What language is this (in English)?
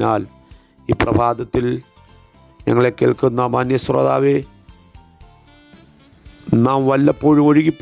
Malayalam